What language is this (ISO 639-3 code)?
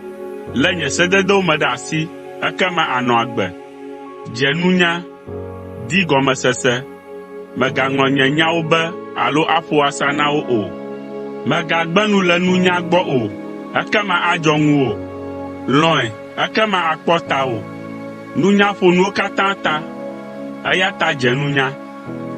ewe